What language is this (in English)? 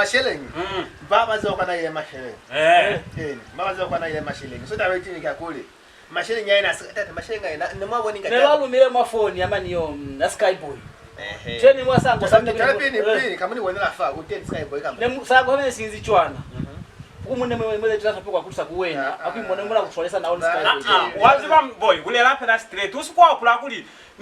Lozi